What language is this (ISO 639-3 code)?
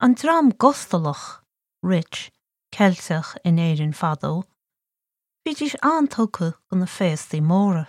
gle